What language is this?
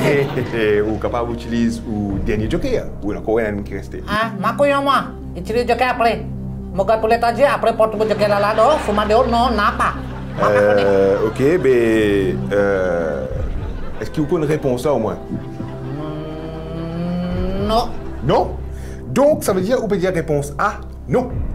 Morisyen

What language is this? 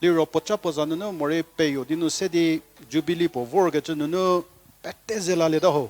Angami Naga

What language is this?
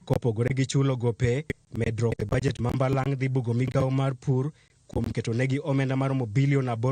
Luo (Kenya and Tanzania)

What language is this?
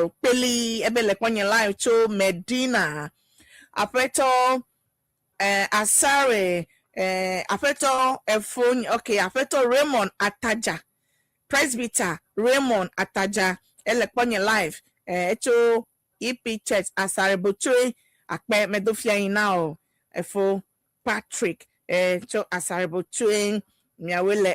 Ewe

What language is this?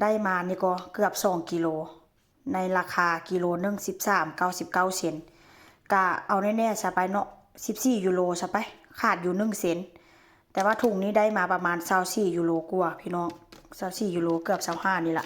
Lao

